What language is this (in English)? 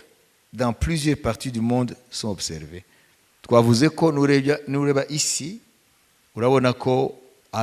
Kinyarwanda